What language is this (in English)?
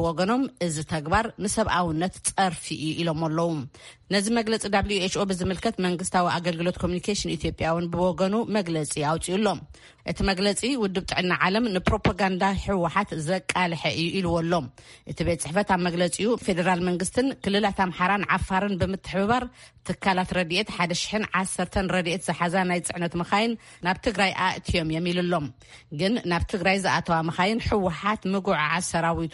Tigrinya